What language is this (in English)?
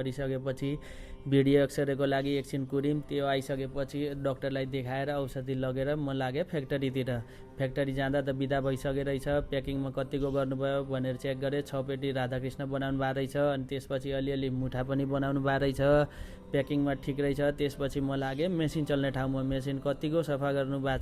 Nepali